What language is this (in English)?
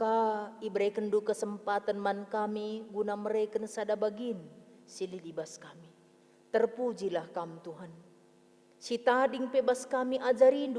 Batak Karo